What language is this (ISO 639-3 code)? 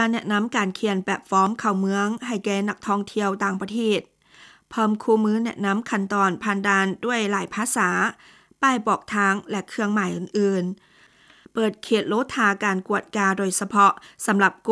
lao